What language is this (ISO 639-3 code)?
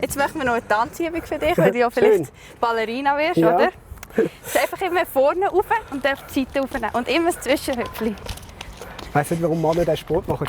gsw